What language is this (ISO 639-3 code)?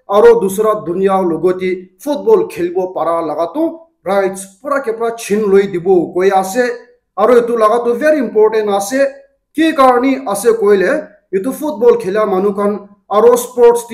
nag